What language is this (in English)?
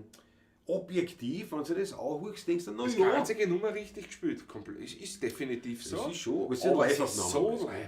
Bavarian